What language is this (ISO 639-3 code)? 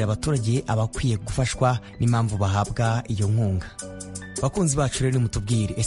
kin